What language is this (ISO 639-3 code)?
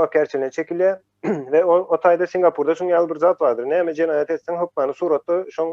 tuk